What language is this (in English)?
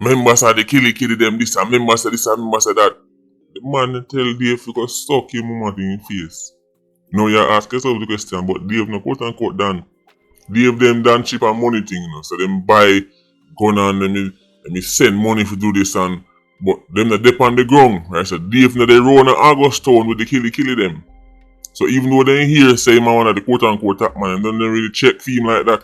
Jamaican Creole English